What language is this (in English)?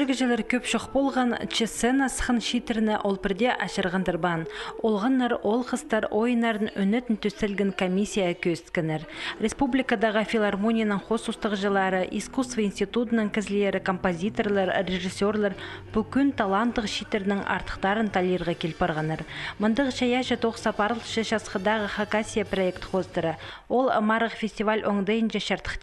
Khakas